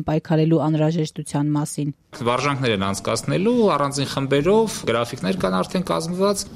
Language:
Armenian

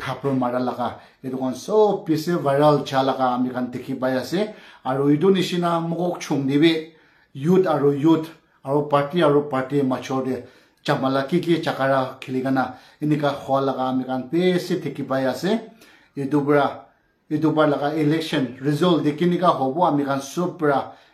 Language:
Naga Pidgin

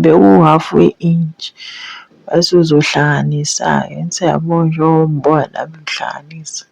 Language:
Zulu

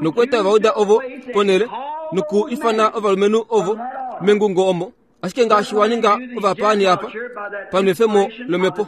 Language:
Kuanyama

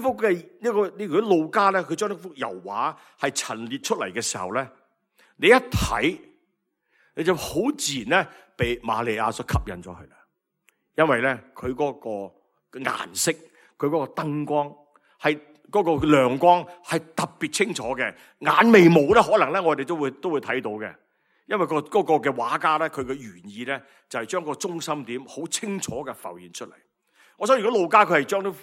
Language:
Cantonese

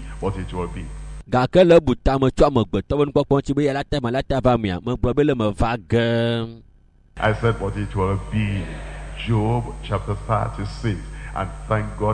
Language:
Ewe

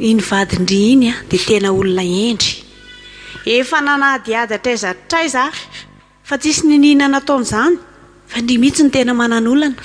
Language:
Malagasy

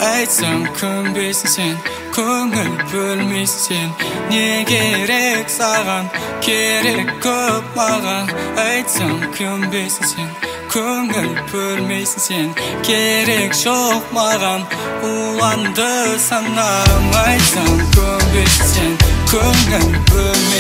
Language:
Kazakh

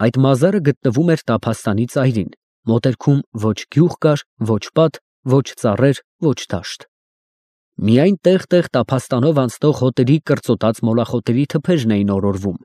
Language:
Armenian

